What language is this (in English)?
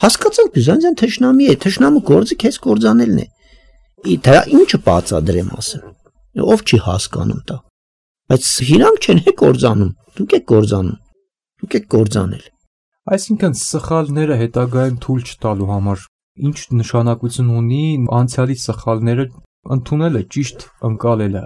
Armenian